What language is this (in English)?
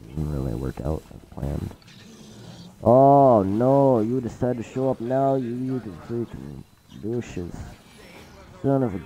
English